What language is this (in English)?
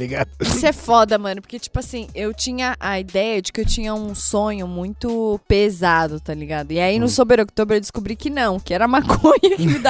Portuguese